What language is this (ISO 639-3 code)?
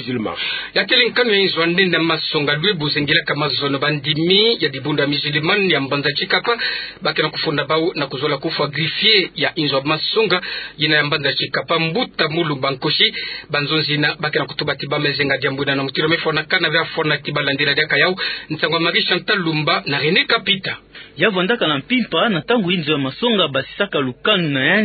ktu